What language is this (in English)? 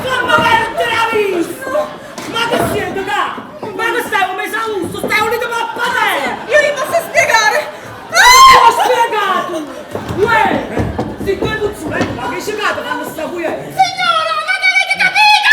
Neapolitan